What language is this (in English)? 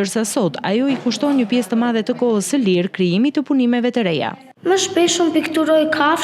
Albanian